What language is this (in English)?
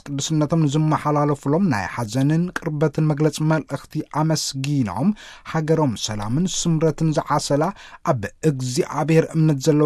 Tigrinya